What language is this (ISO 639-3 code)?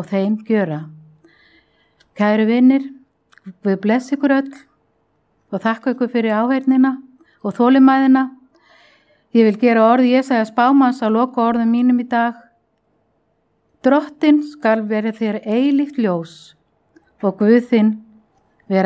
isl